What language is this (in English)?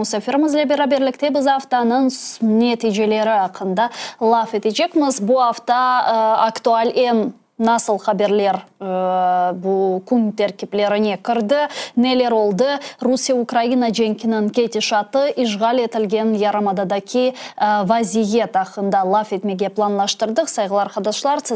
Crimean Tatar